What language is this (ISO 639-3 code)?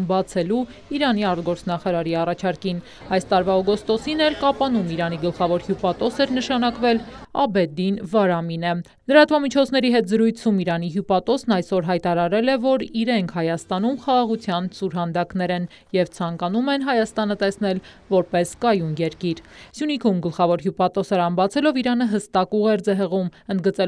hye